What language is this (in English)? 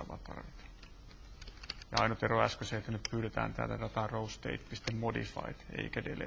Finnish